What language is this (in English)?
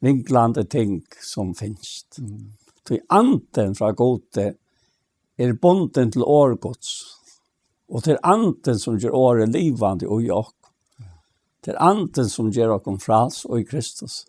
Faroese